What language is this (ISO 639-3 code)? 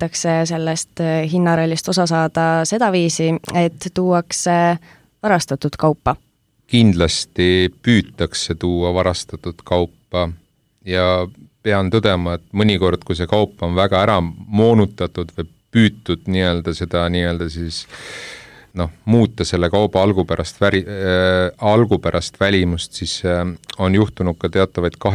est